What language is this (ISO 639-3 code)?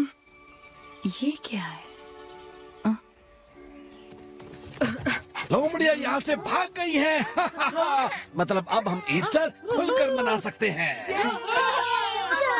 hin